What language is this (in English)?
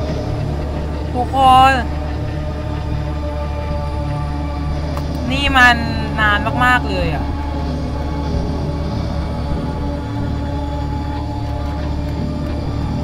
Thai